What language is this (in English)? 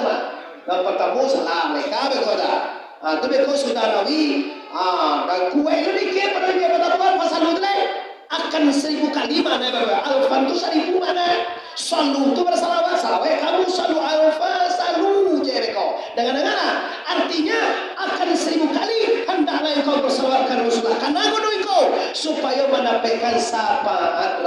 Minangkabau